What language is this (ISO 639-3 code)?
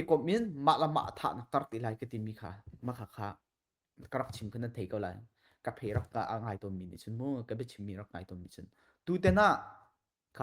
cnh